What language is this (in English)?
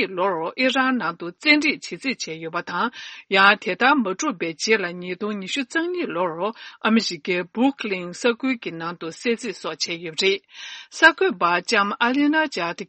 Tibetan